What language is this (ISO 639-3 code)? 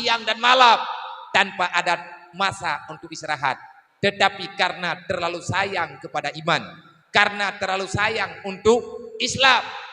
ace